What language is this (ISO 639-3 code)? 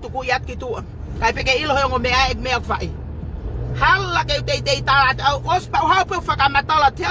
ton